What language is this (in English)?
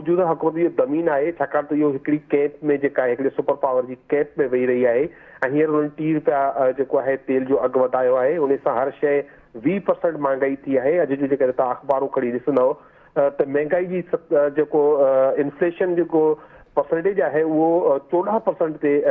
Sindhi